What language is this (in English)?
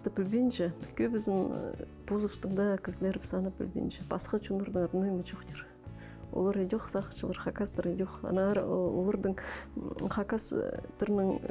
Khakas